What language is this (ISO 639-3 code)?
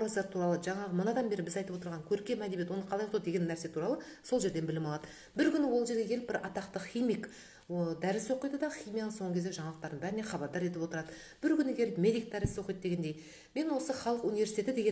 kaz